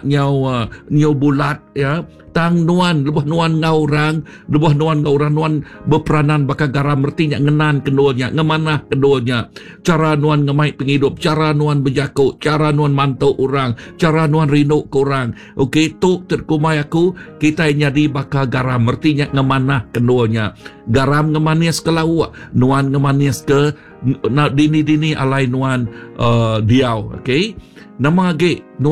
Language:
Iban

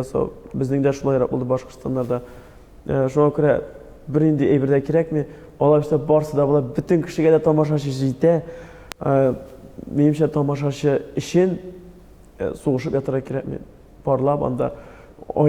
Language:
Tatar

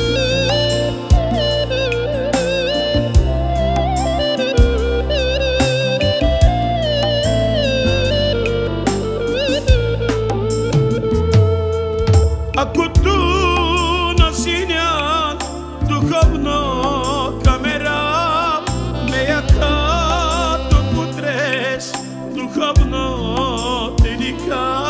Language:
Bulgarian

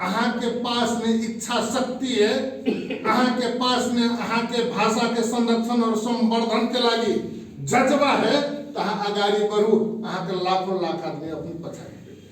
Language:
Magahi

